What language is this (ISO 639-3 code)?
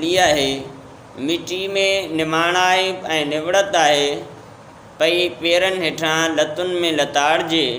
snd